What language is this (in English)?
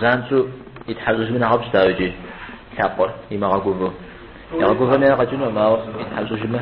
Kabardian